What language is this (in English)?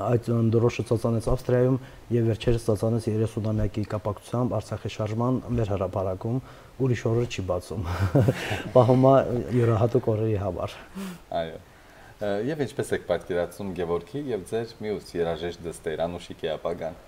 Armenian